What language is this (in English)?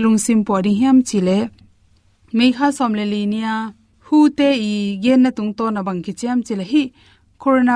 Tedim Chin